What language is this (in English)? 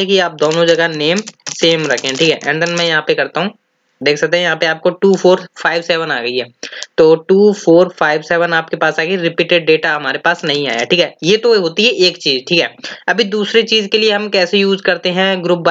Hindi